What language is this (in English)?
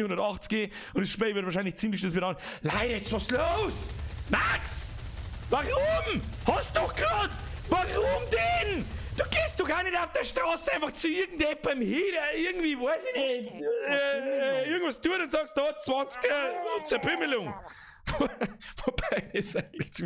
Bavarian